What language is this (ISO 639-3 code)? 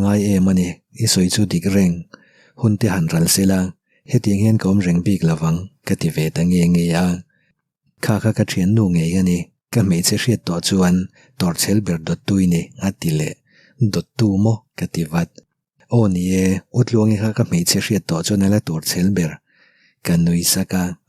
lus